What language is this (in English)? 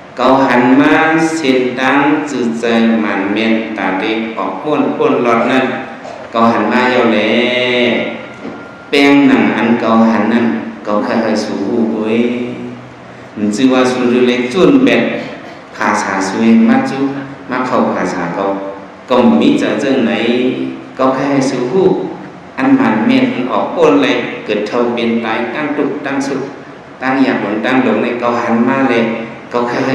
Shan